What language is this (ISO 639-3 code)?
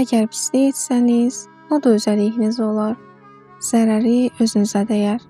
aze